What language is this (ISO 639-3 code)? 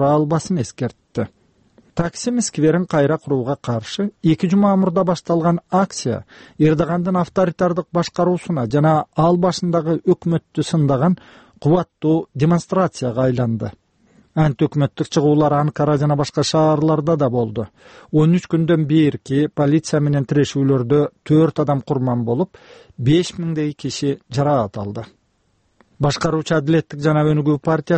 kir